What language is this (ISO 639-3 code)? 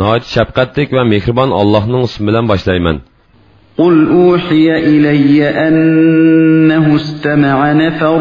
uig